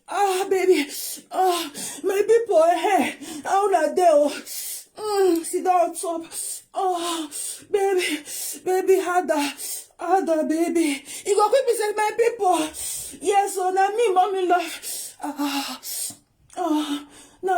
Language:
Nigerian Pidgin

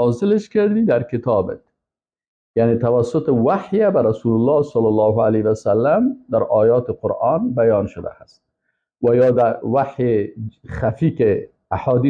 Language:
Persian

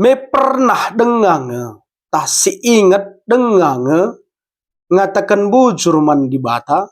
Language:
Batak Karo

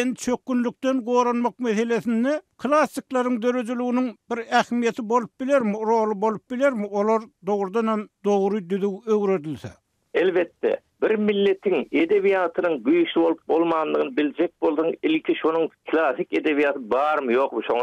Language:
Turkmen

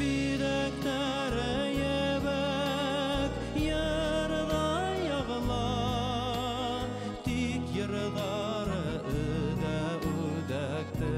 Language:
Bashkir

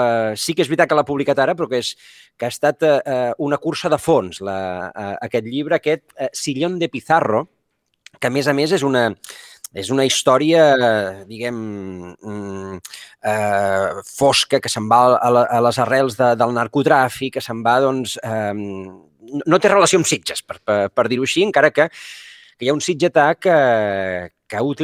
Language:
Catalan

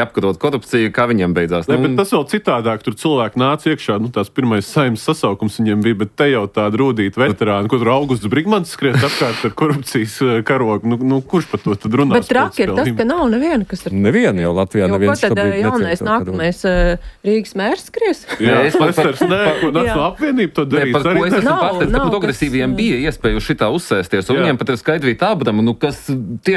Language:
Latvian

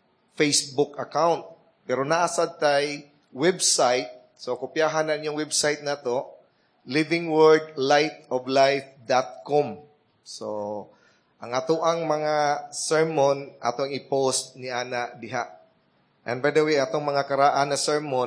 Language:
Cebuano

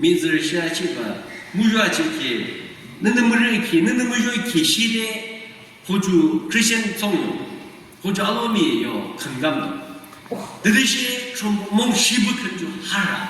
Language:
Yimchungru Naga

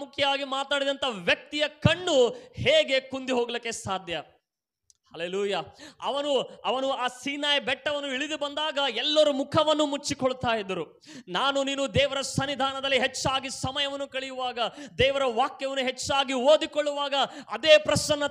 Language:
Kannada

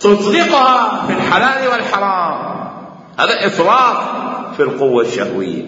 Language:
Mesopotamian Arabic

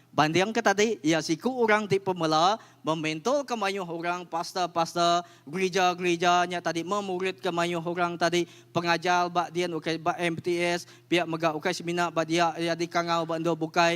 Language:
Iban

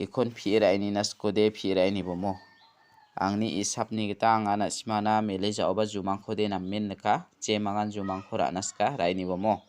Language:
Garo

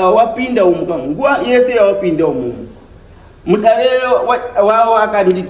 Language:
Shona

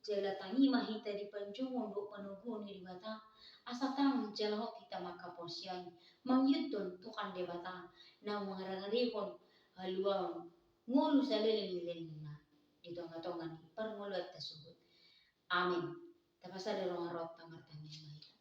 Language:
Batak Toba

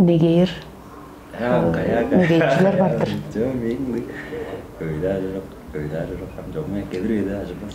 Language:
Tuvinian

